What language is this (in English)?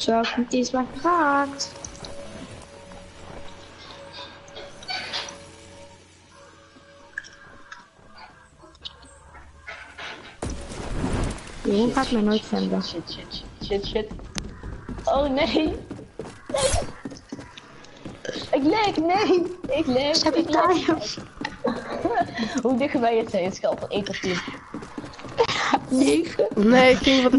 Dutch